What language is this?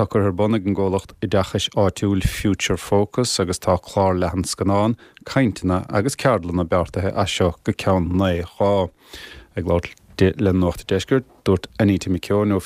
Irish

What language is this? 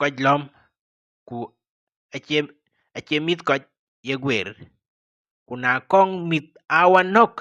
Dinka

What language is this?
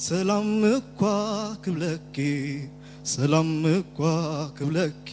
Tigrinya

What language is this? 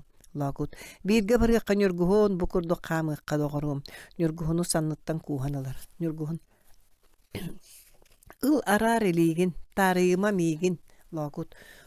Yakut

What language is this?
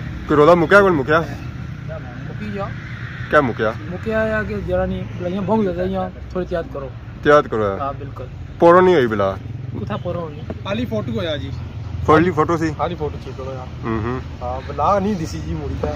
Pahari-Potwari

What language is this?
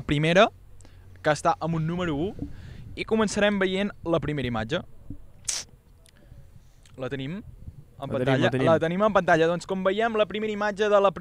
Catalan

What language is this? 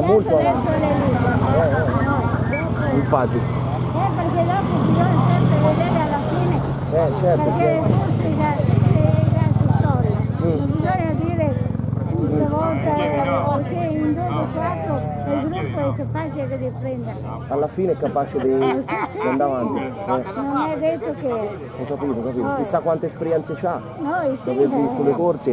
Italian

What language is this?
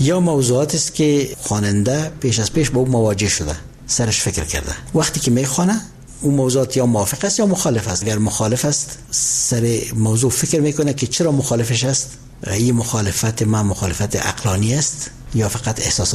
Persian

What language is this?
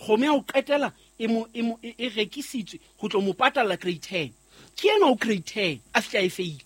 Southern Sotho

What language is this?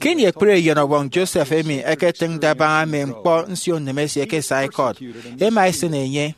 Efik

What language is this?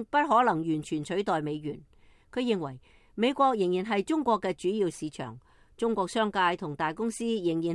Cantonese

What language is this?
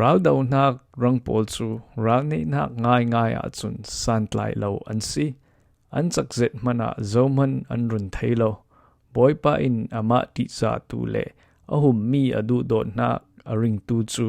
Falam Chin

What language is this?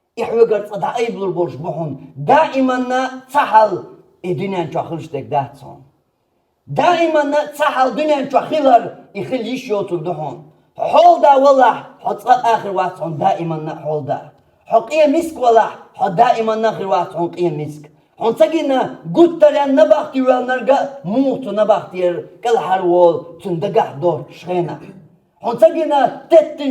Chechen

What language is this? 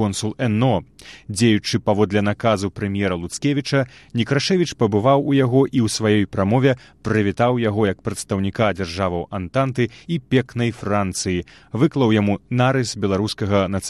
Belarusian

